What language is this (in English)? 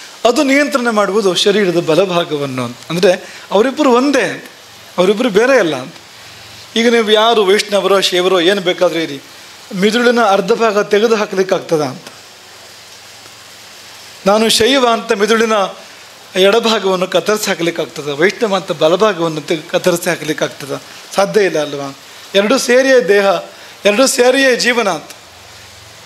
Kannada